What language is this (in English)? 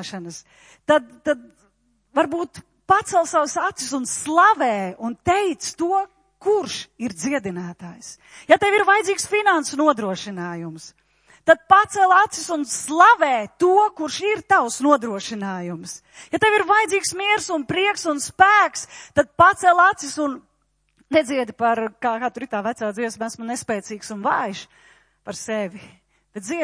Latvian